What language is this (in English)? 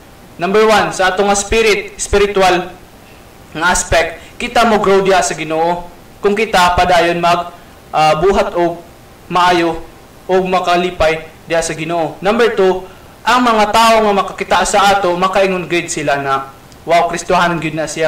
Cebuano